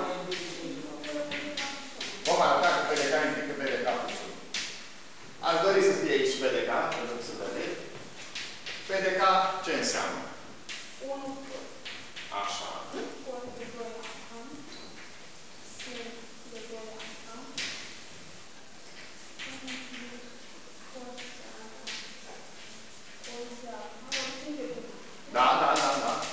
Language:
Romanian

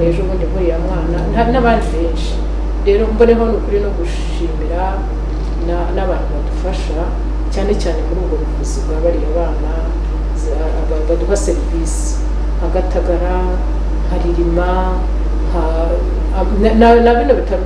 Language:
Kinyarwanda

